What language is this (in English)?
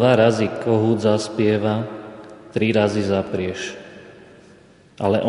Slovak